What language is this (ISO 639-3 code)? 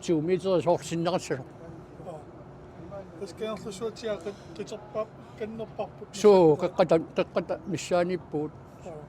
kal